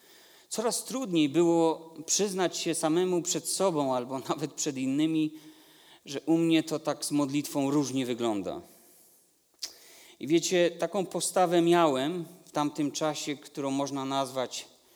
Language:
Polish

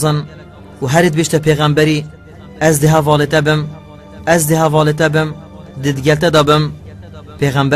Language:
Kurdish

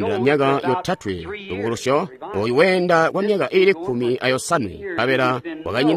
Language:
Tonga (Zambia)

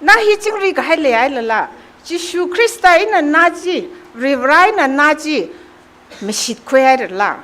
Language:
Tangkhul Naga (India)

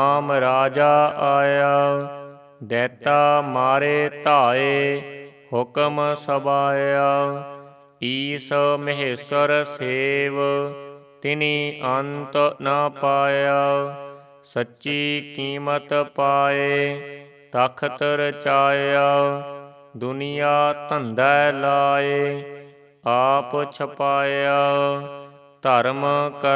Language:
Punjabi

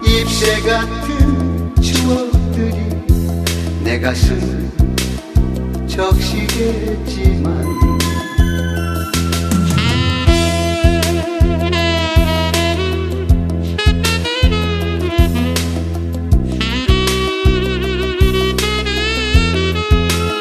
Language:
Korean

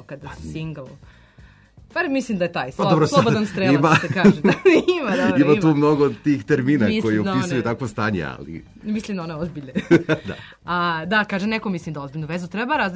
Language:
Serbian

